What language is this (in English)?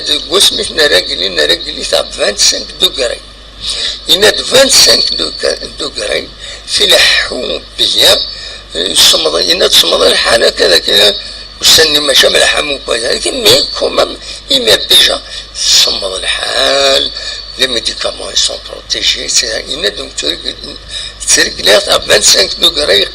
Kabyle